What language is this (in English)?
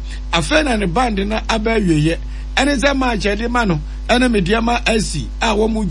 Akan